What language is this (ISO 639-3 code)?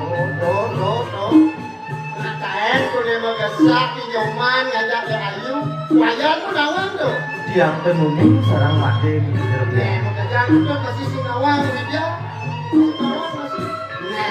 ban